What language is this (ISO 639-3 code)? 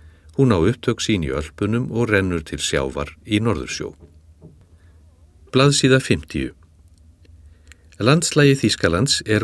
isl